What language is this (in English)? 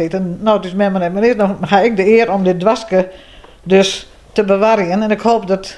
Western Frisian